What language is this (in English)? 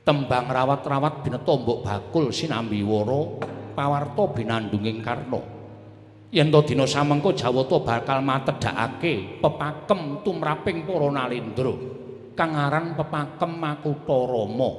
Javanese